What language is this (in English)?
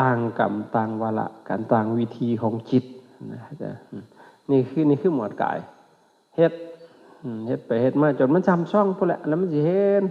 Lao